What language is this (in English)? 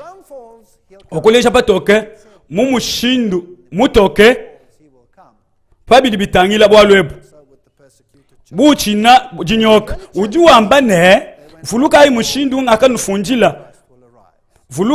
Luba-Lulua